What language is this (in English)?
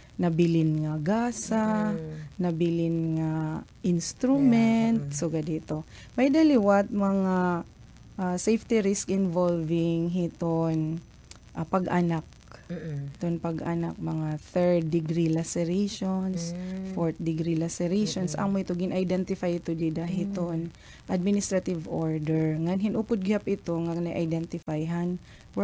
Waray